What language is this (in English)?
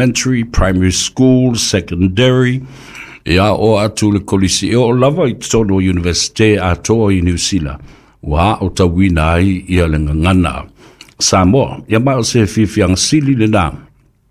Samoan